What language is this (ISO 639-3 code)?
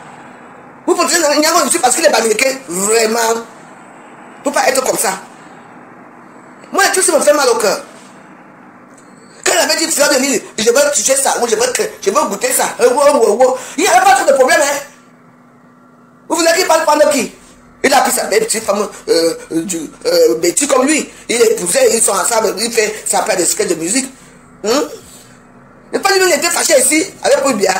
fra